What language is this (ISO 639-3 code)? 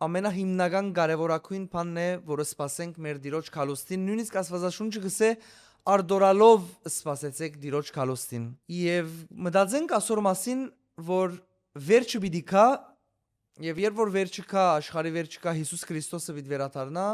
hyw